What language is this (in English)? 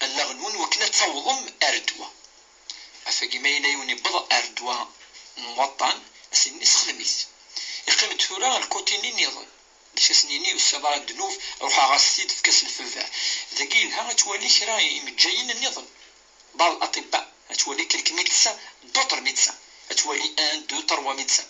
Kabyle